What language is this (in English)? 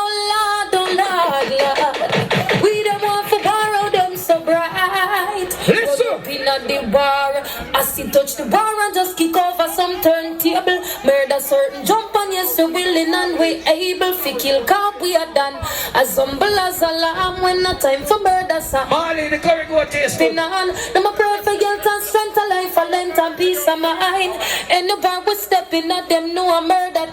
Jamaican Creole English